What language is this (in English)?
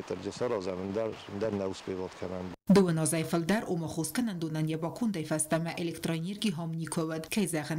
Ossetic